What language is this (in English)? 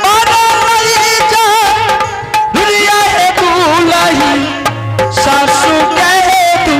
Angika